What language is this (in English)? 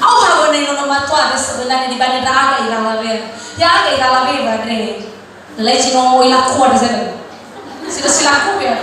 Nias